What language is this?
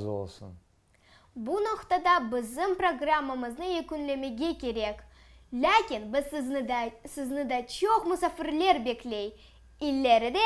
Crimean Tatar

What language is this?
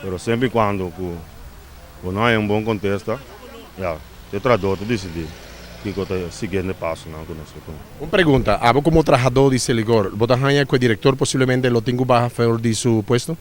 Papiamento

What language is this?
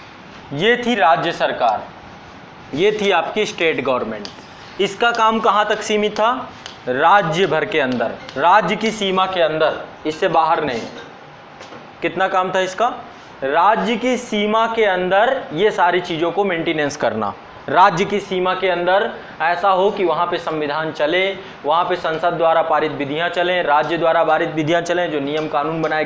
Hindi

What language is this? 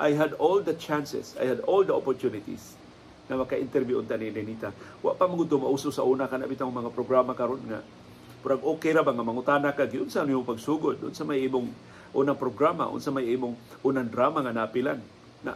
Cebuano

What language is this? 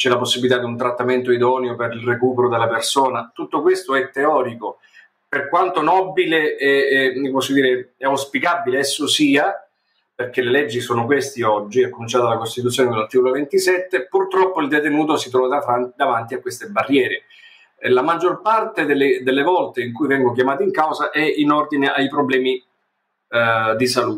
Italian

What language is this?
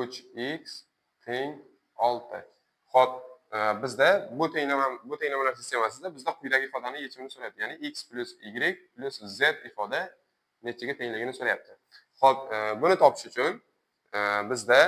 Uzbek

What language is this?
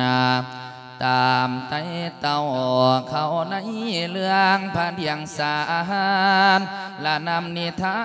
Lao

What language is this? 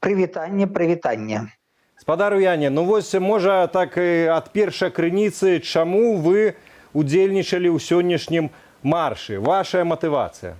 Belarusian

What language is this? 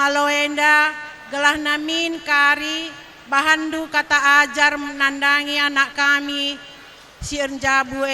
Batak Karo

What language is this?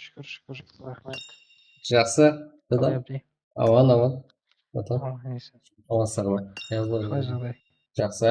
Kara-Kalpak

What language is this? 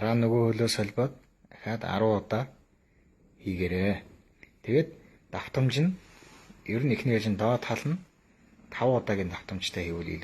Mongolian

